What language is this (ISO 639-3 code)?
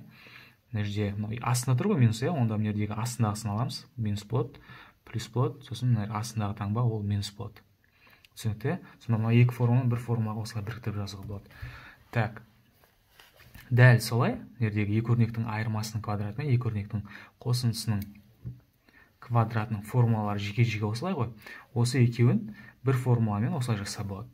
kaz